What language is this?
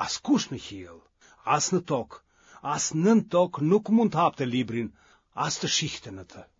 Albanian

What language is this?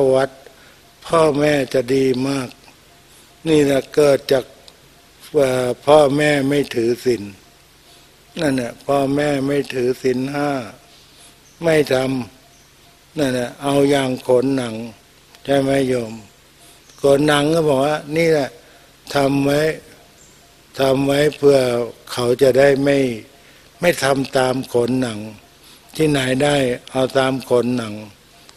Thai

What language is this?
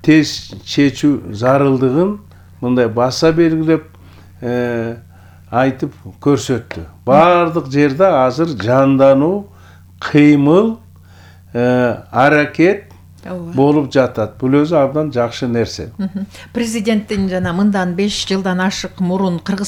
Kyrgyz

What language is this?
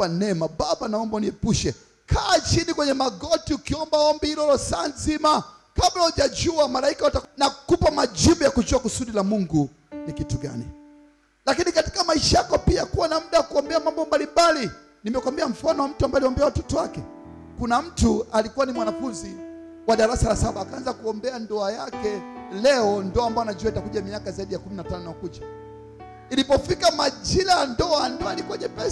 Swahili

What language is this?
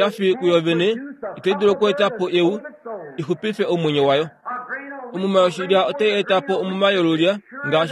Kuanyama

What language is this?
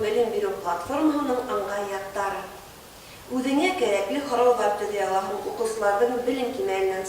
Bashkir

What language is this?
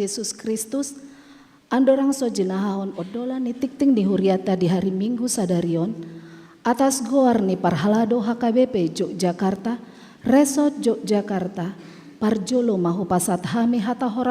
Batak Toba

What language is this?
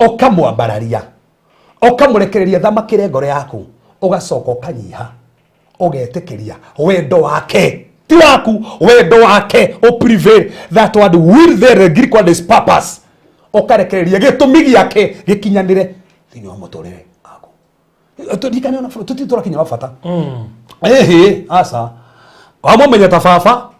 Kikuyu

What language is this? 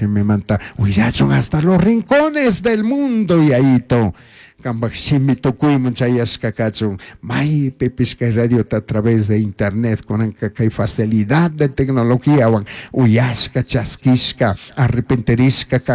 Chimborazo Highland Quichua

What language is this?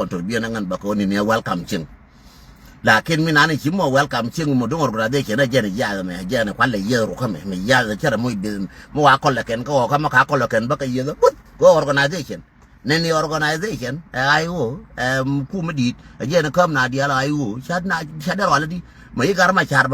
Nuer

